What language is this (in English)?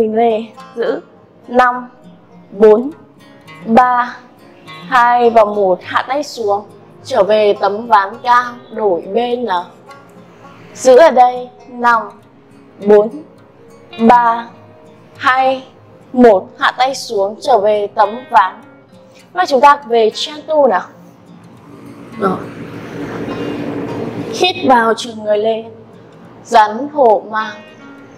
Vietnamese